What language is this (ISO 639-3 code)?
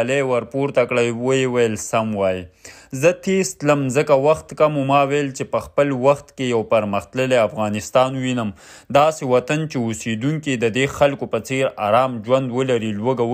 pus